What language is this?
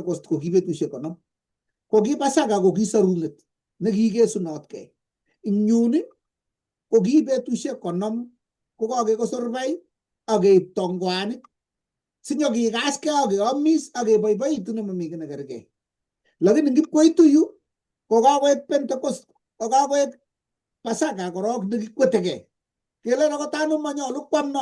Kalenjin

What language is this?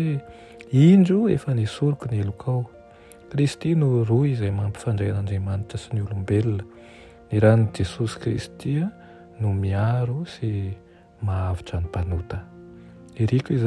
Malagasy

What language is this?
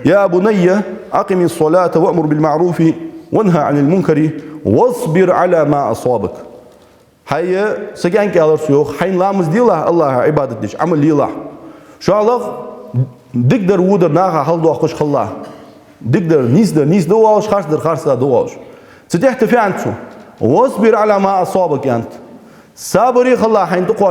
Ingush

